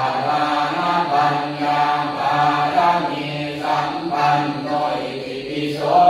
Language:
Pali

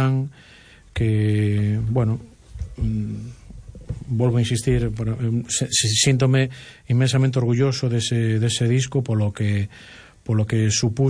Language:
Galician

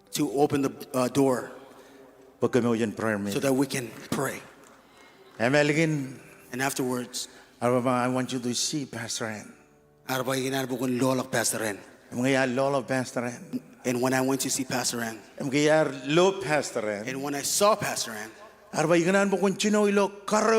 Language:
Marshallese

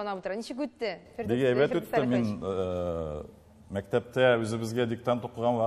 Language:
Tatar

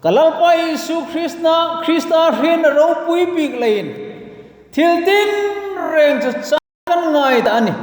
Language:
Hmar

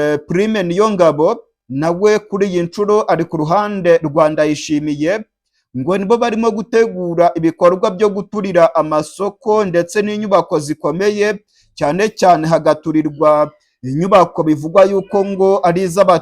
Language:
Rundi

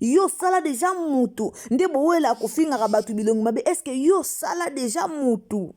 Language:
Lingala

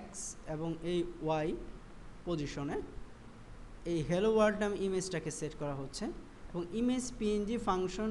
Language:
Bangla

